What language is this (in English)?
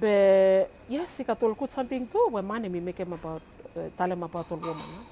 Bislama